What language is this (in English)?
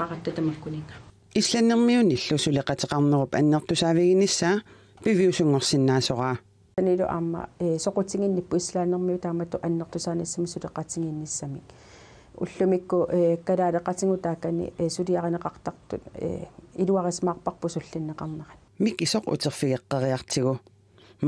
Kalaallisut